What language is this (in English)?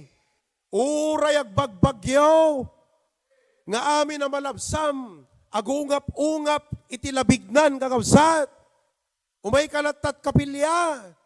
Iloko